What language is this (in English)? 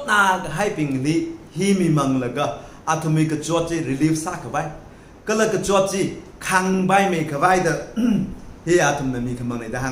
Tangkhul Naga (India)